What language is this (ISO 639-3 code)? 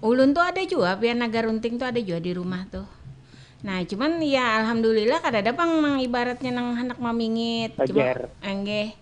bjn